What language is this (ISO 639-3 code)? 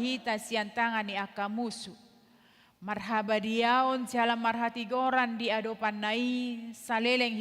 bbc